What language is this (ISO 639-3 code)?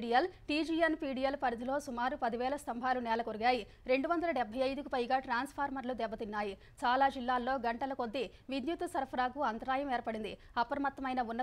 tel